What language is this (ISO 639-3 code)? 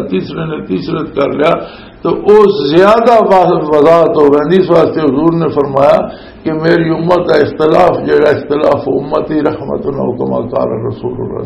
lah